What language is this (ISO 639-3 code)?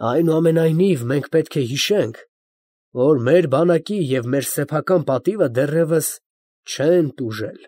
hye